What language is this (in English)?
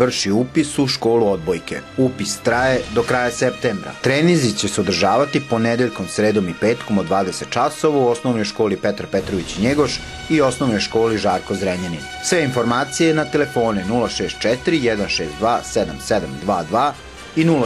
Serbian